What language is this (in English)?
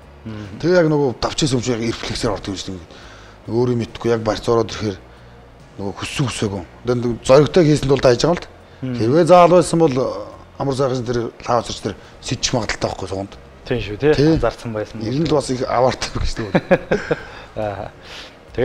Mongolian